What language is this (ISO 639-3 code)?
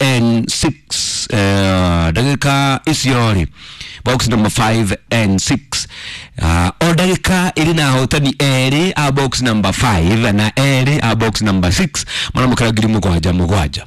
kik